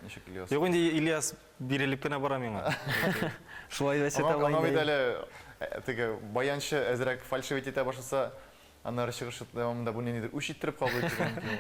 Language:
Tatar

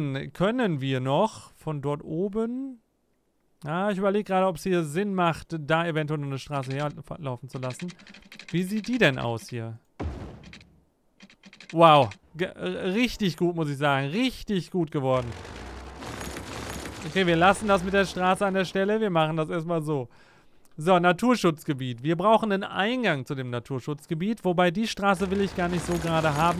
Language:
German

